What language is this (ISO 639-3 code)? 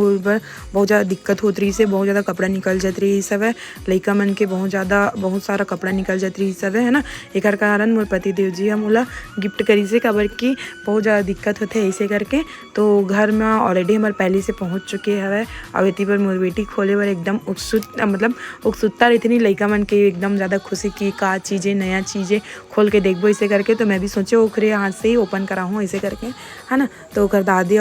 hne